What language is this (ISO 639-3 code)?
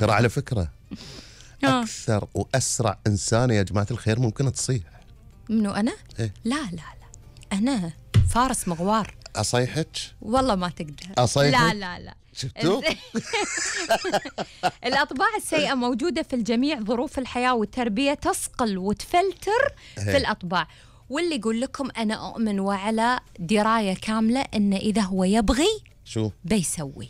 afb